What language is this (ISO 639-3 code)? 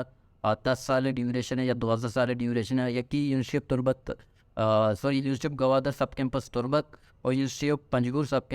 bal